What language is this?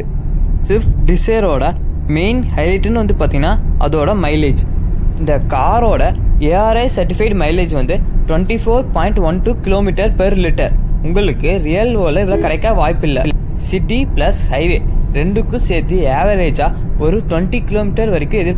Tamil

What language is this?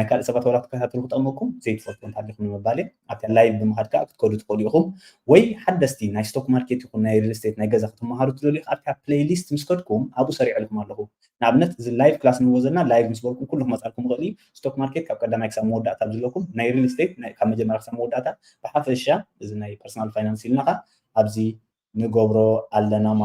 Tigrinya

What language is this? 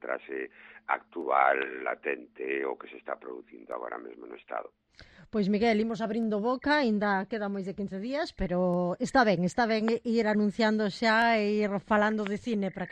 Galician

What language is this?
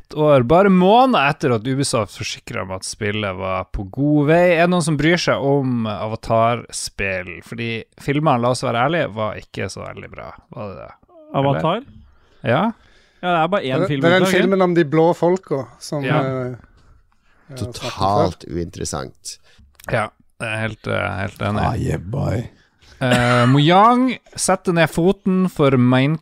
Norwegian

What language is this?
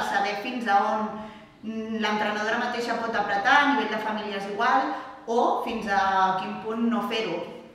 Catalan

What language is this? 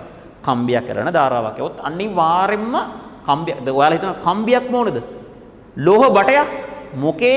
Sinhala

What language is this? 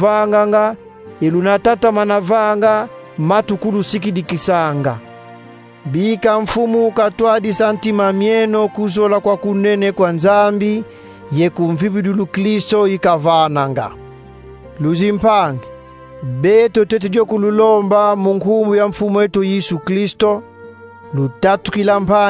Kongo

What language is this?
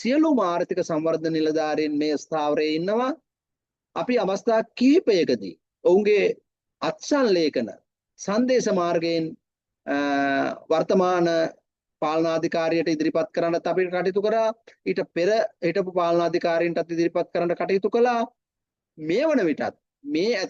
Sinhala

